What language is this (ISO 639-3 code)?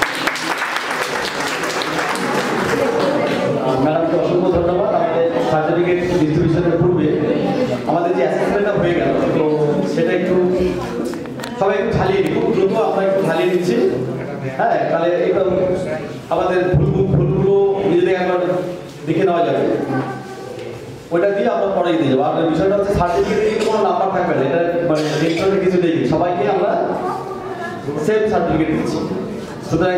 ben